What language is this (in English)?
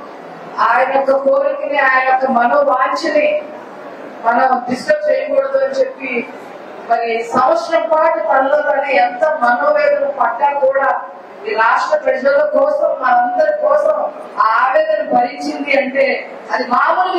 Telugu